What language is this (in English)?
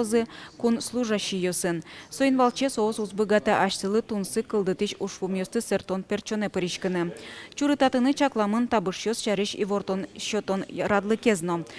Udmurt